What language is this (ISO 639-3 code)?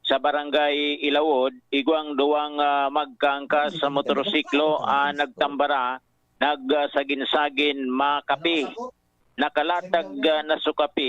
bik